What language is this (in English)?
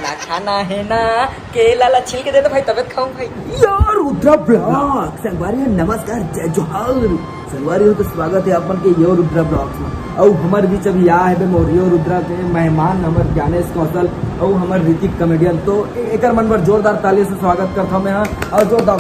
Chhattisgarhi